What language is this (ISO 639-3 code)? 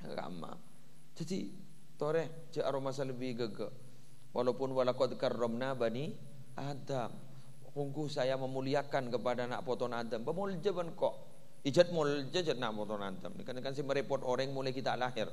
mad